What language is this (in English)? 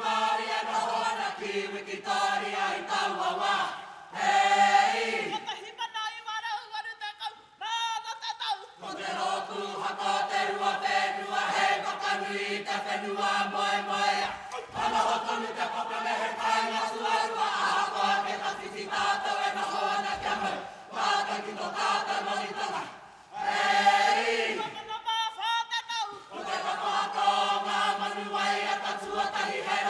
Māori